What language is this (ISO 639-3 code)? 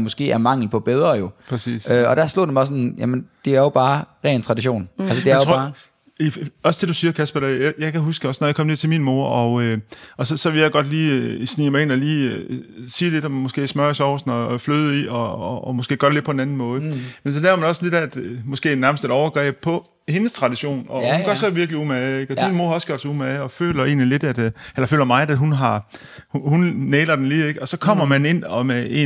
dan